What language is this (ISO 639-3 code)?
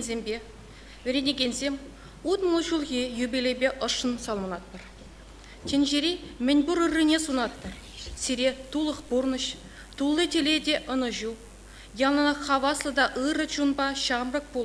chv